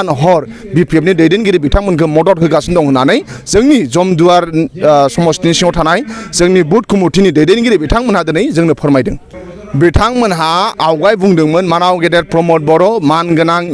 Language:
Bodo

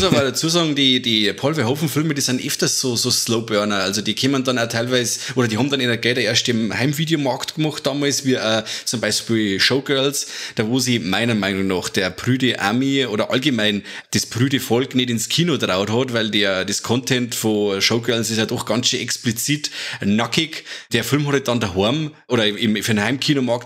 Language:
Bavarian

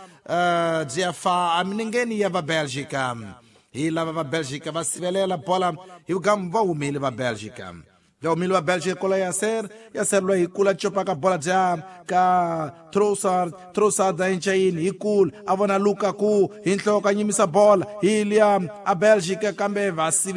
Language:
Tsonga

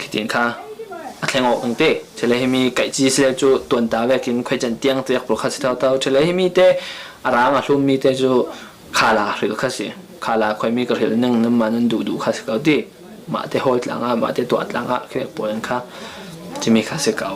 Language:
Falam Chin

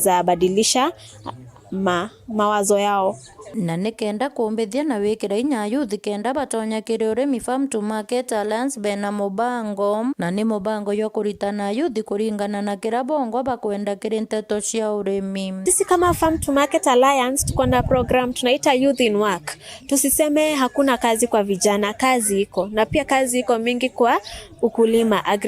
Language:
Meru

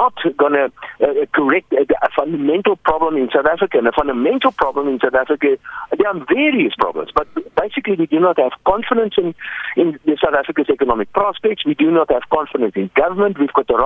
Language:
English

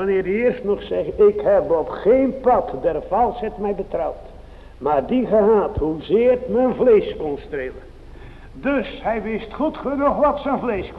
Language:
Dutch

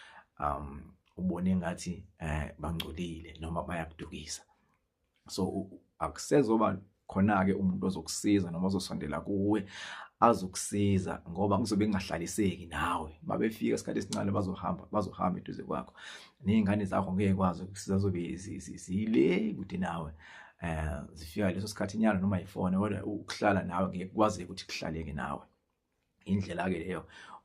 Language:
Zulu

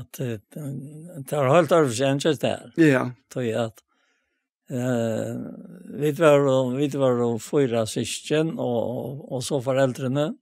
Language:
Faroese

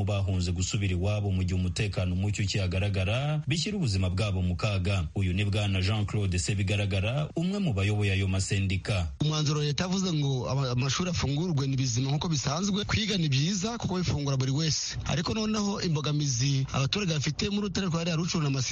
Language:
Kinyarwanda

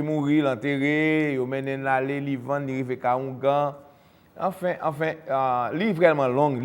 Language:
Haitian Creole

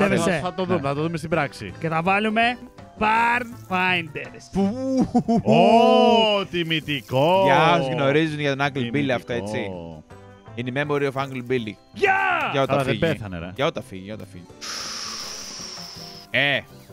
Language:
Greek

